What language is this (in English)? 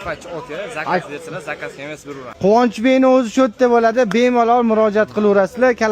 Uzbek